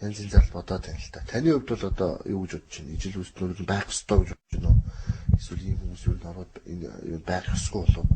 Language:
Mongolian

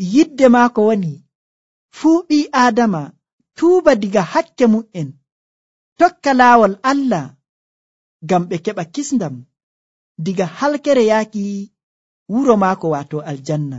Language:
Nigerian Fulfulde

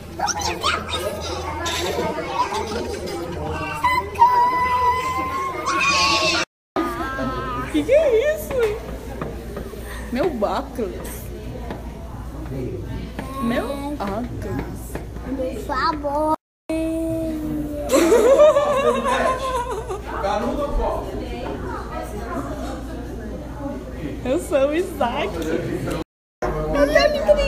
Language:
Portuguese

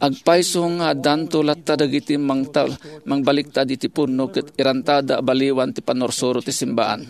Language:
Iloko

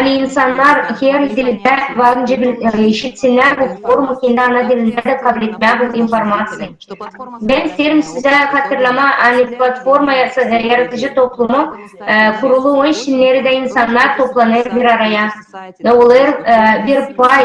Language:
Gagauz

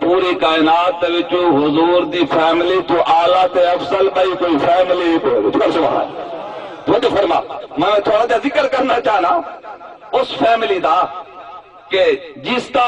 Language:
Saraiki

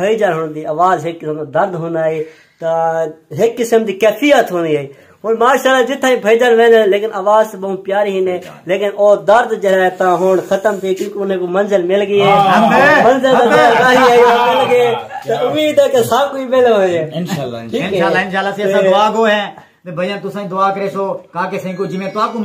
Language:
Saraiki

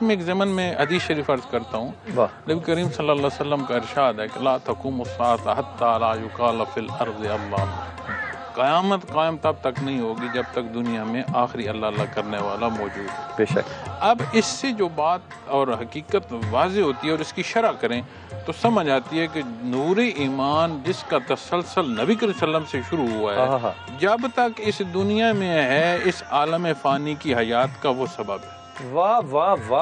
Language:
Urdu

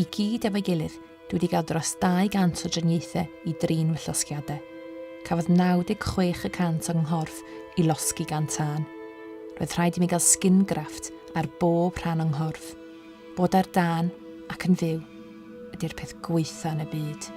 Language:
Welsh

